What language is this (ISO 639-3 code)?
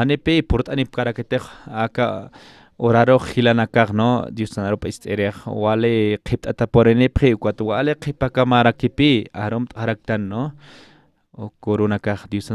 aym